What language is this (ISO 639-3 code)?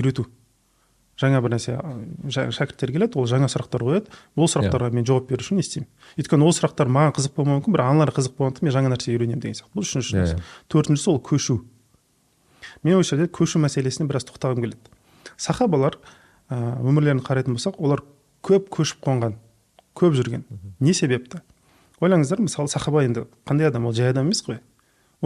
kaz